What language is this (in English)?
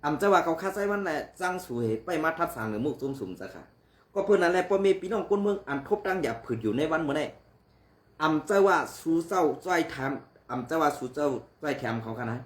Shan